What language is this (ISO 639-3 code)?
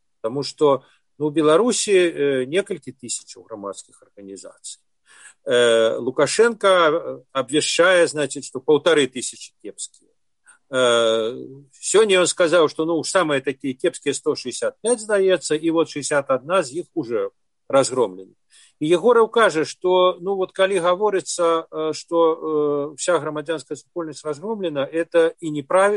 bel